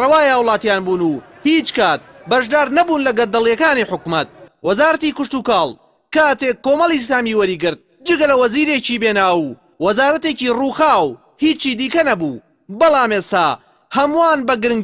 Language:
Central Kurdish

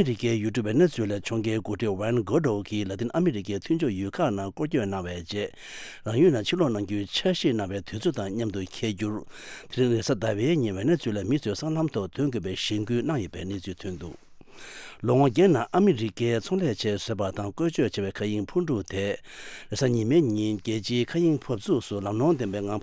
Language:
Tibetan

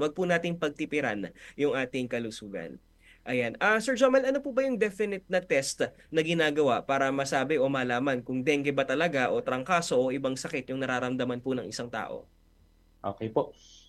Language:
Filipino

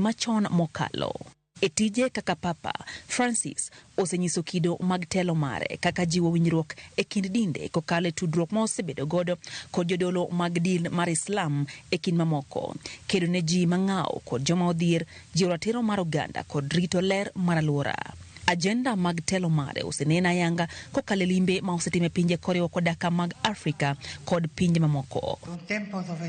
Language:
Luo (Kenya and Tanzania)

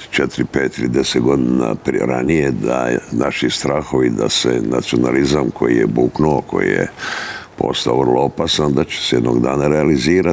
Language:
Croatian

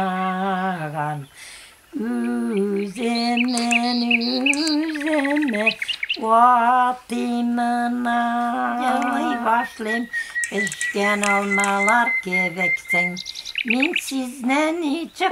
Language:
Tatar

